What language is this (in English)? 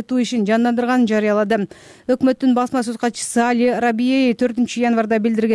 Kyrgyz